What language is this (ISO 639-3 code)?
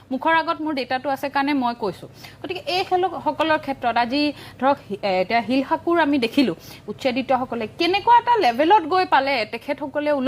asm